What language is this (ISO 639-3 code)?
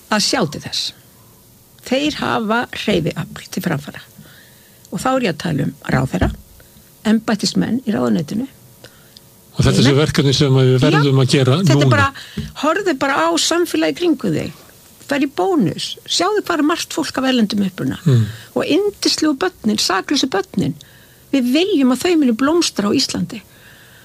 isl